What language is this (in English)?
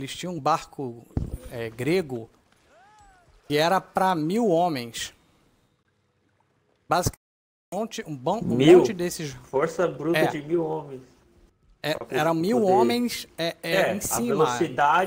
Portuguese